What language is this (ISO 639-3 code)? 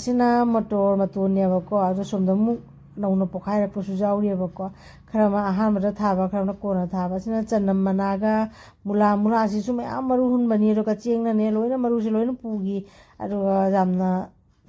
mni